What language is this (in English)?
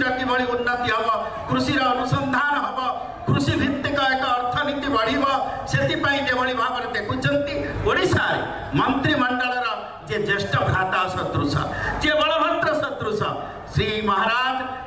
Odia